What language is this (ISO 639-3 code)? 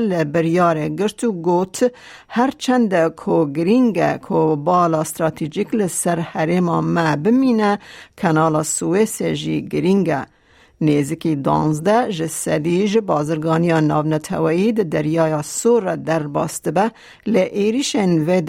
kur